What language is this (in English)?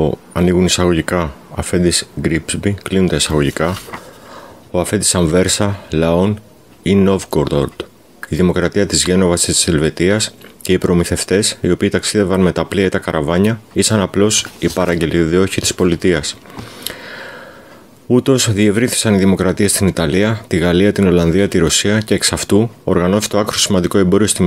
Greek